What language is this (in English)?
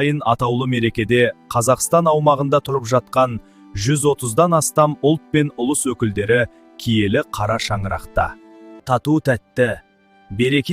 Kazakh